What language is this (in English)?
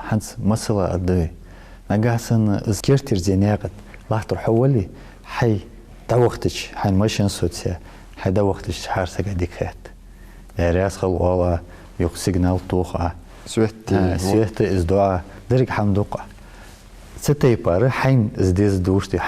Ingush